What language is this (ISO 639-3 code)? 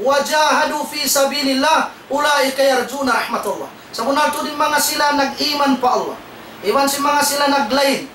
tsg